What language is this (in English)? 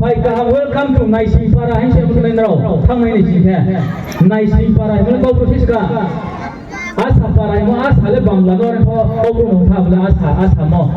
Riang (India)